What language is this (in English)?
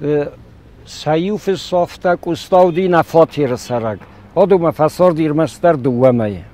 Ossetic